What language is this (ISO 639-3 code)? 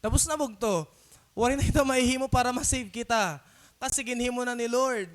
war